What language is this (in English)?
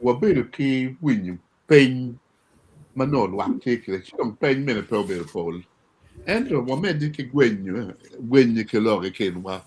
Acoli